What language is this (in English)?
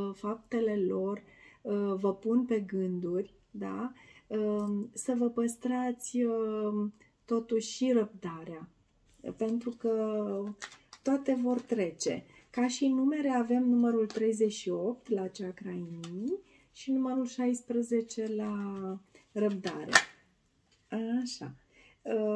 Romanian